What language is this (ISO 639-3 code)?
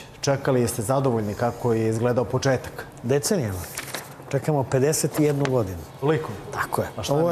srp